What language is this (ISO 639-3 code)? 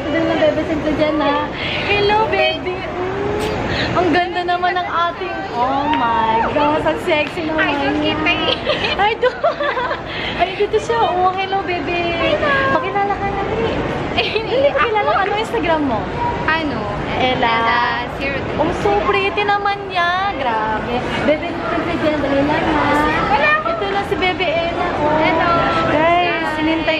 fil